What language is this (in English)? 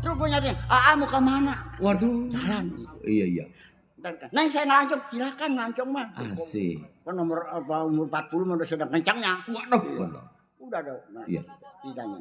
Betawi